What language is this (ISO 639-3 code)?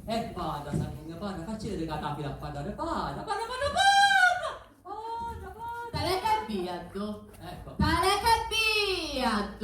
scn